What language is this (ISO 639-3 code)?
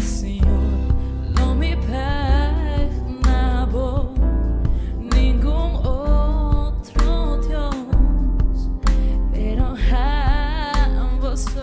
pap